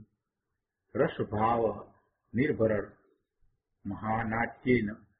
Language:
Gujarati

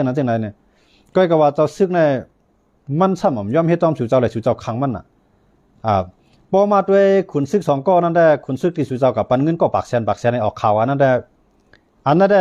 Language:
Shan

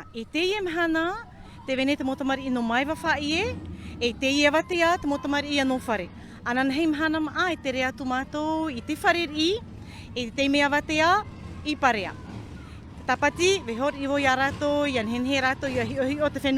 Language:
Tahitian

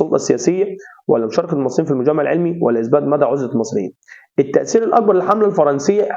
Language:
Egyptian Arabic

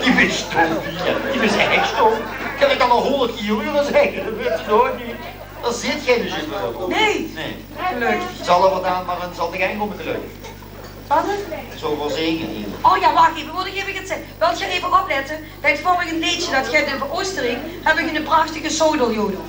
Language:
Limburgish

